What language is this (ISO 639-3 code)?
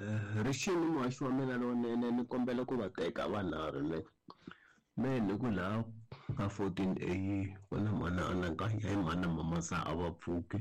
tso